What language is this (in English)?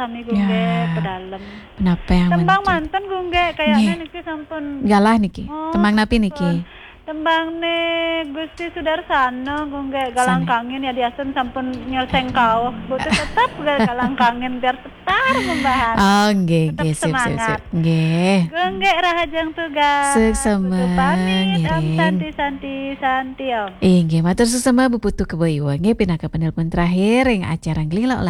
Balinese